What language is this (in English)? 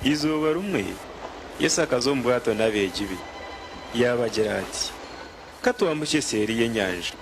Nyankole